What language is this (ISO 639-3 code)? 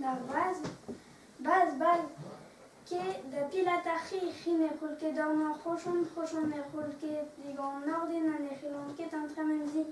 bre